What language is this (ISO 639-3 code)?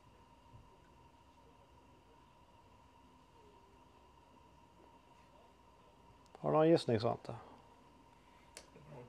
swe